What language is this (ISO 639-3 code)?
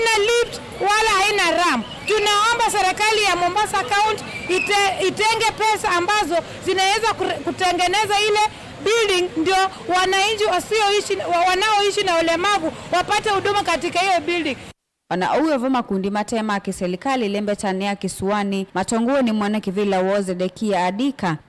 kam